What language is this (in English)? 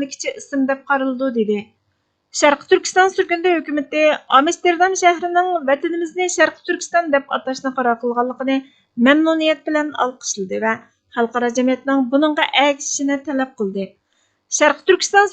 Uyghur